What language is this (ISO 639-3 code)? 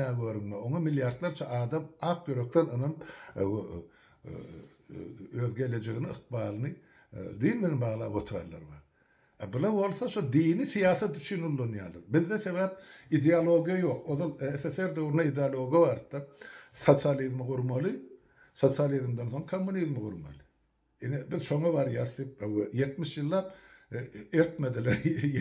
tuk